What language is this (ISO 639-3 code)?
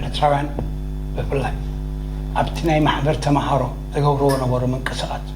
tir